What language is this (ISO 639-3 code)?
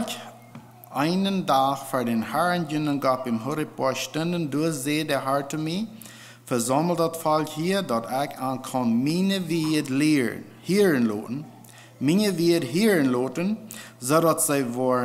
pdt